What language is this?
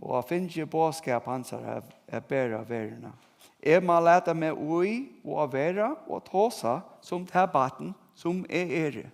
Faroese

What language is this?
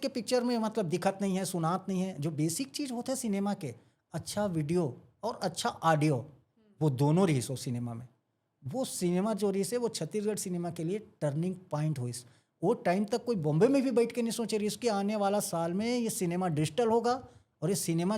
Chhattisgarhi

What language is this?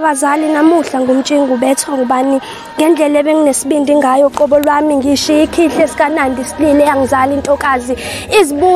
Zulu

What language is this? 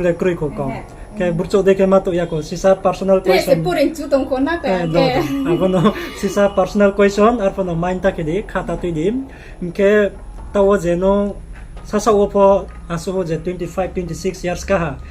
Riang (India)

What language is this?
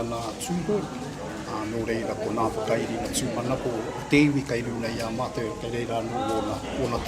Māori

